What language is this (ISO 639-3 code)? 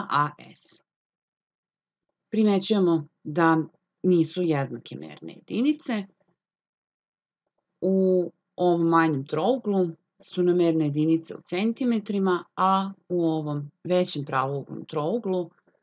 srp